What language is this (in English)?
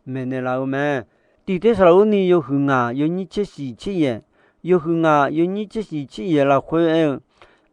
Akha